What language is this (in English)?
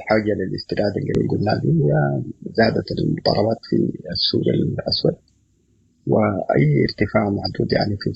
Sudanese Arabic